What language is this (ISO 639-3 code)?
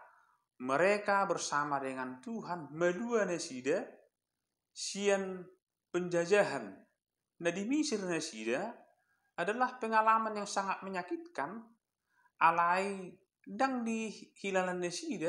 bbc